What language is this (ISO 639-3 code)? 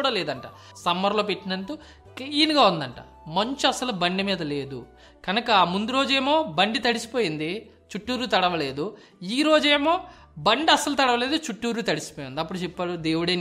tel